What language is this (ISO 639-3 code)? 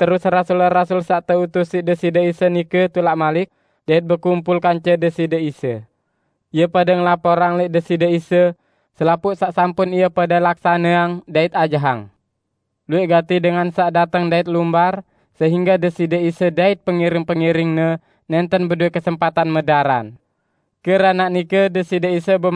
sas